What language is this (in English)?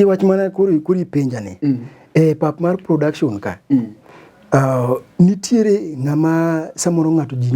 Luo (Kenya and Tanzania)